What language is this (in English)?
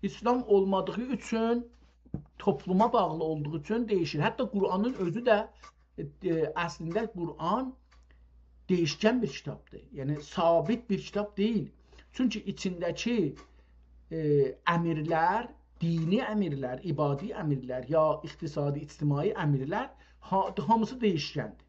South Azerbaijani